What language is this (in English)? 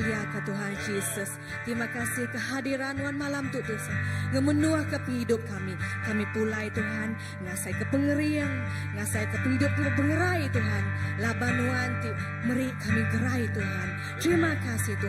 Iban